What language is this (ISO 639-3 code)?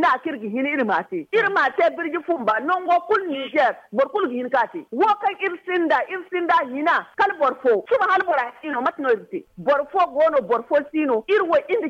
dje